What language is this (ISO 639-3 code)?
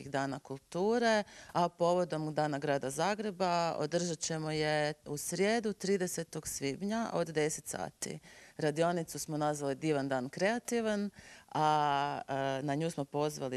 hrv